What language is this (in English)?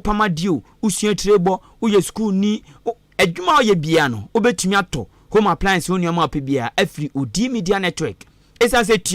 Akan